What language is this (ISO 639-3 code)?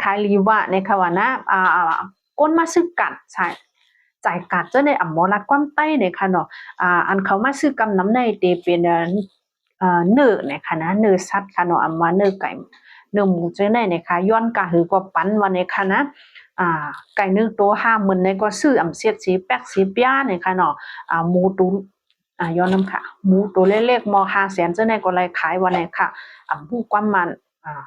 shn